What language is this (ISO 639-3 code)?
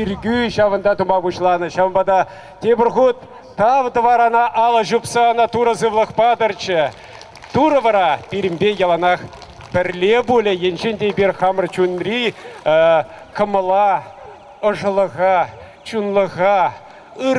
chv